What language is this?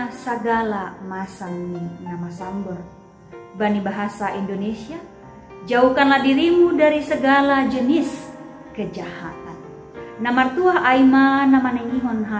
Batak Simalungun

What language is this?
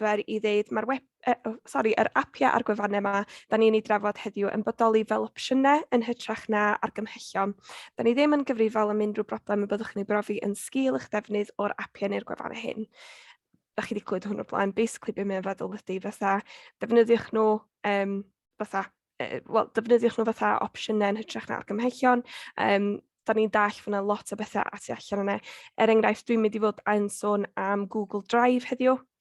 Welsh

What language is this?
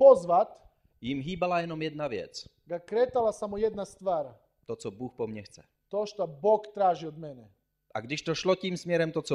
Czech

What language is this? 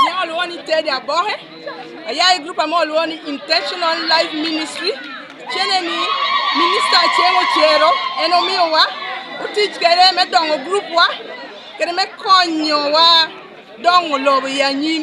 Lango (Uganda)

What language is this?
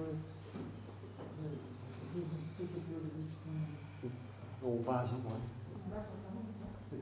Italian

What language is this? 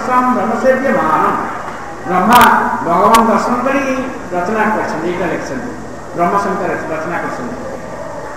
Odia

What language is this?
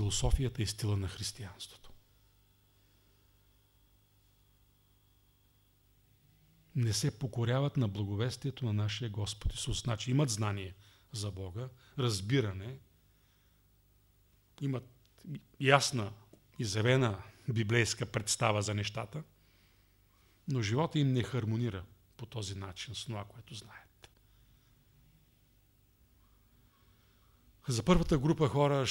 Bulgarian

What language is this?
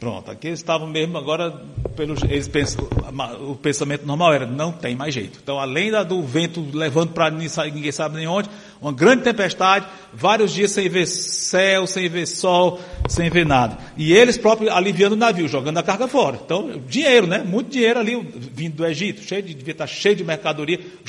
Portuguese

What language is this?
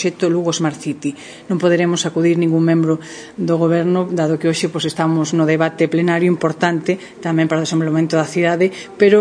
Galician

